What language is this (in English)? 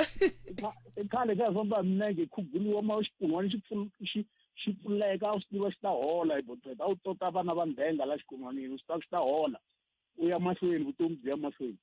Tsonga